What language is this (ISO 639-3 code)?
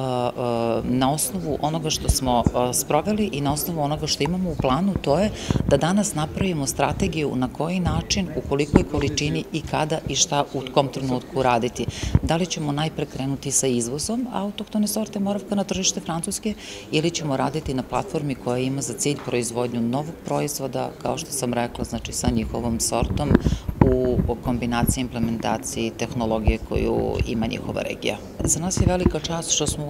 srp